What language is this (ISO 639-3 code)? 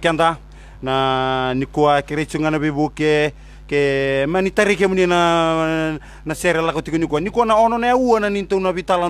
fij